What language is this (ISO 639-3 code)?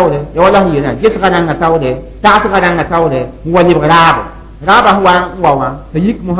mos